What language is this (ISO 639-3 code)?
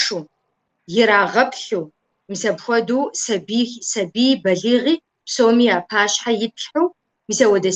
kbd